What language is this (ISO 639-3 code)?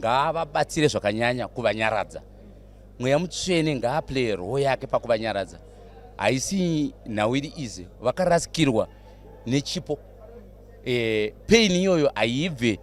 sna